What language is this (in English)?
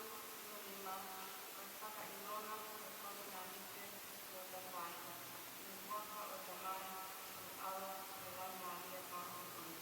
Tongan